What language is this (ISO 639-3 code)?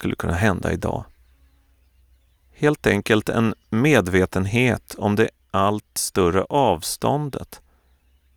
swe